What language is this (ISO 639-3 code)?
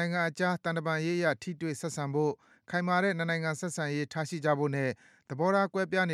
mya